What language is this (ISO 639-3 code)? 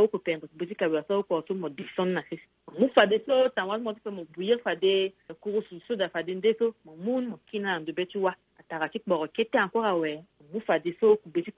sag